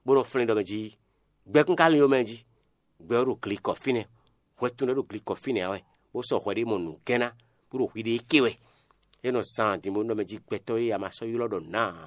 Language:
Fon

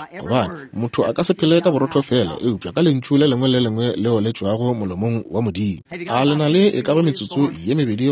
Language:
Northern Sotho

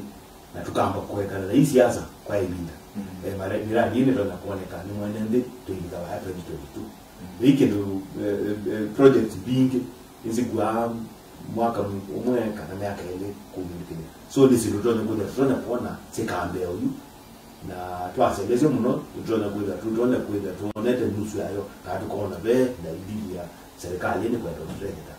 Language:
Kamba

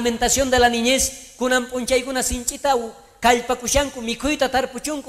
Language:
South Bolivian Quechua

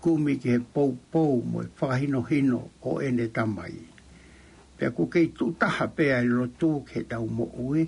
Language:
Tongan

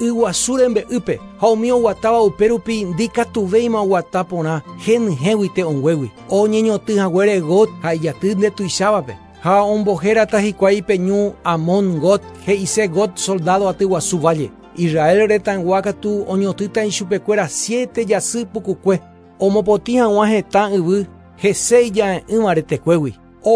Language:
Guarani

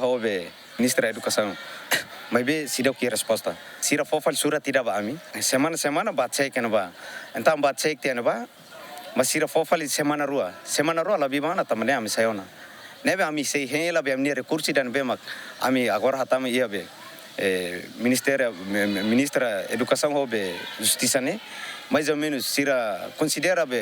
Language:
Tetum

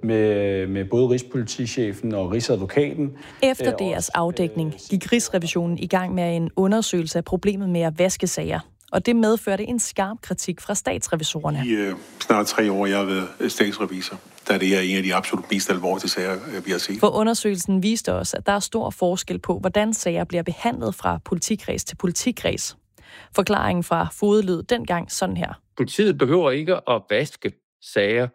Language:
Danish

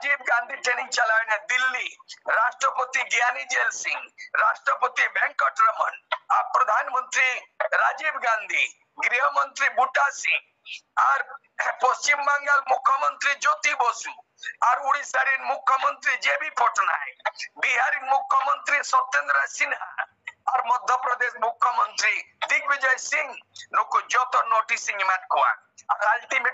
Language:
Santali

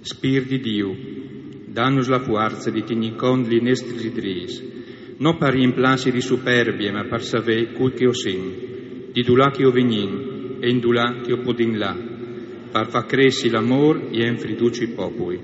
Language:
Friulian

